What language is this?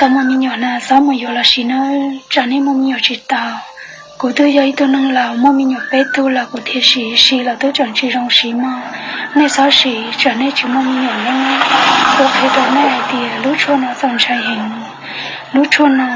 Hmong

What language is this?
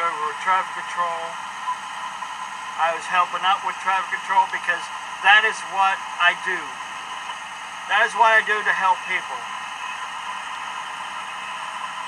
English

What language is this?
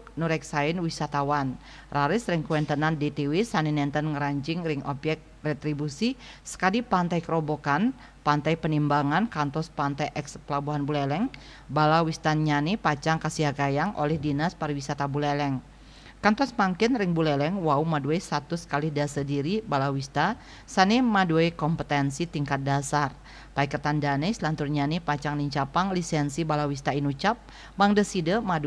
Balinese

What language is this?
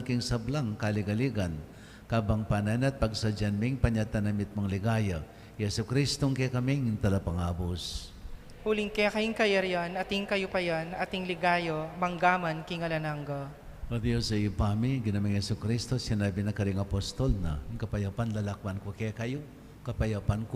Pampanga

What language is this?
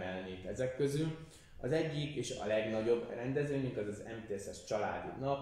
Hungarian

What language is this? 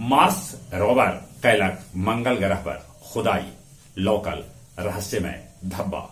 Magahi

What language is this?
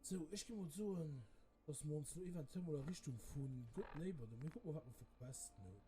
Luxembourgish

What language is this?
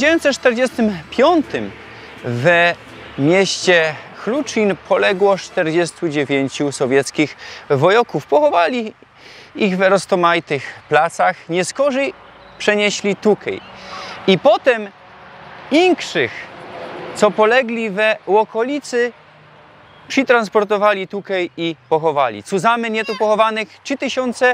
Silesian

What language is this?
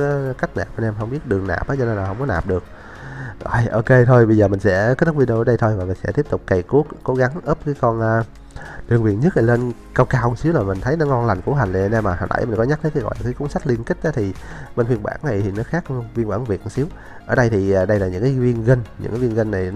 Vietnamese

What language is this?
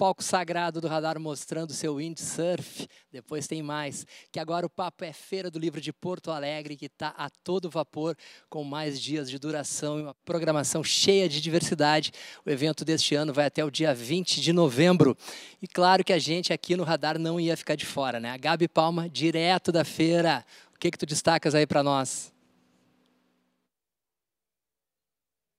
Portuguese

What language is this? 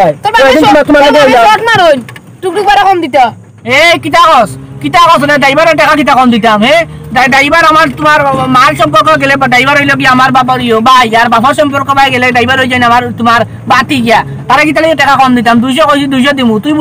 Sylheti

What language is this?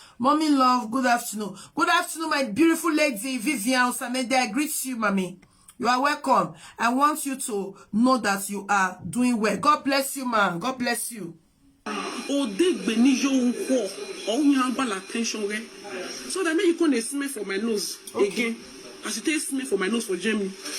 Nigerian Pidgin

